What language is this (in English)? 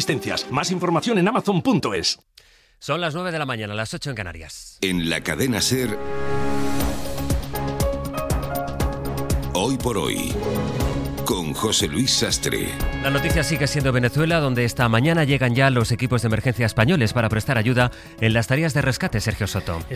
Spanish